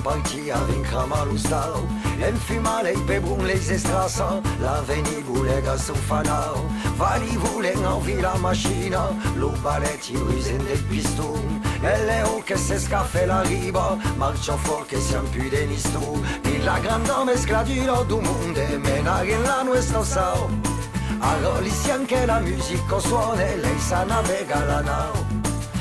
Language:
Occitan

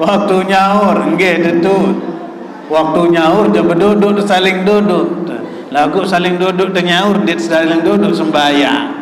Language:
Sasak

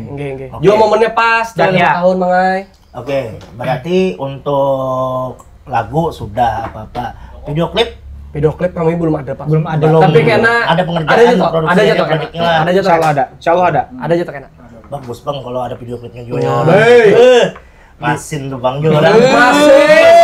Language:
Banjar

